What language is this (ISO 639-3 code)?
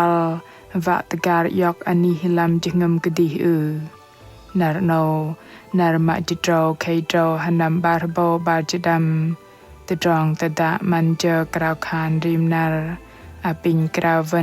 bdq